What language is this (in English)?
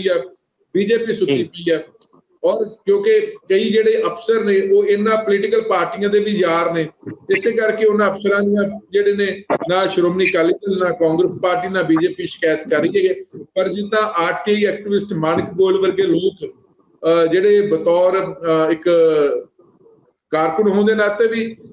Punjabi